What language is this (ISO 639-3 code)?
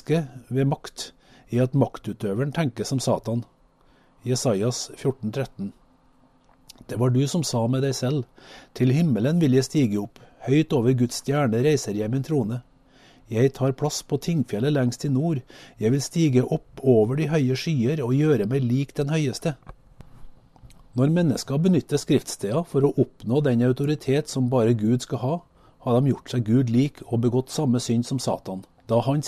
nor